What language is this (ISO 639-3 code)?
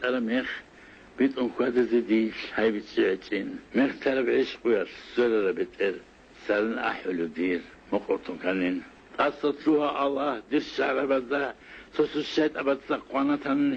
ava